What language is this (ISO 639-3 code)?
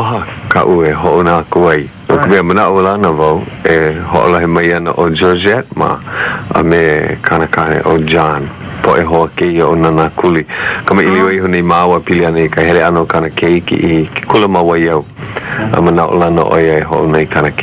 haw